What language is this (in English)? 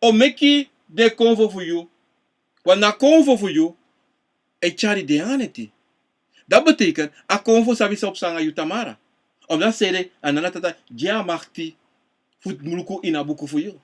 Sranan Tongo